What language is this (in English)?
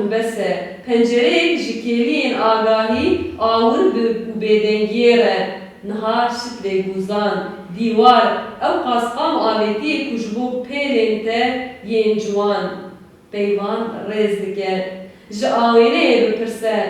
Kurdish